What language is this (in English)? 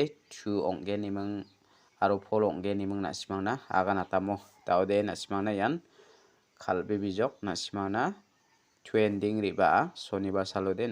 Garo